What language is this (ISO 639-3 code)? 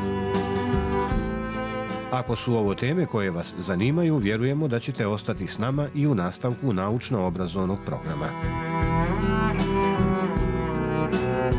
srp